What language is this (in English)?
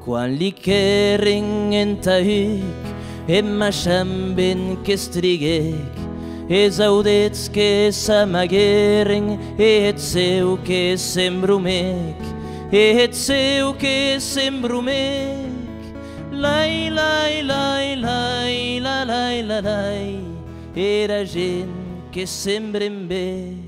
Occitan